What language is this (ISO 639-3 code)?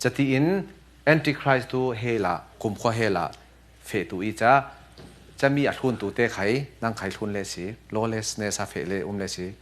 cfm